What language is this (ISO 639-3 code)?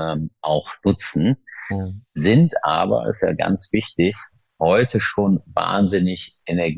deu